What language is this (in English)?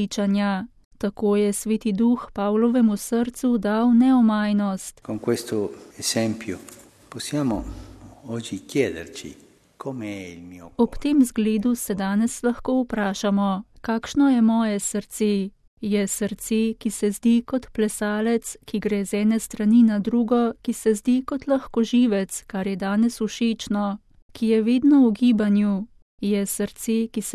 Slovenian